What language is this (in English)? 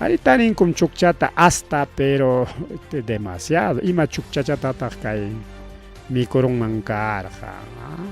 Ayacucho Quechua